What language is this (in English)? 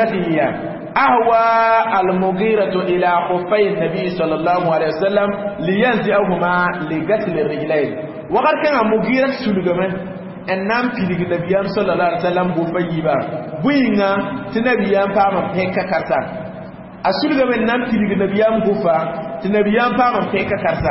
Mossi